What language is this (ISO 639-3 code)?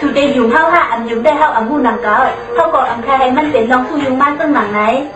shn